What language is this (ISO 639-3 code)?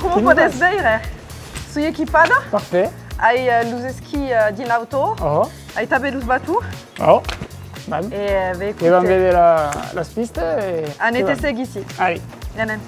oci